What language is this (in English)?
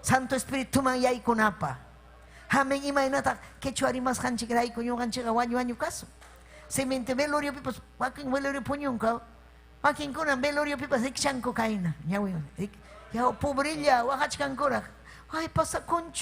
Ayacucho Quechua